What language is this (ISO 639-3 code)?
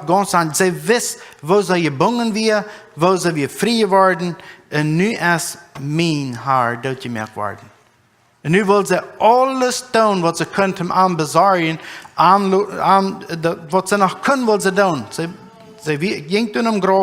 pdt